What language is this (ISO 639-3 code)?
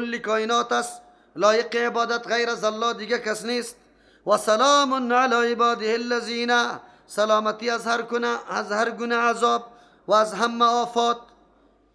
fas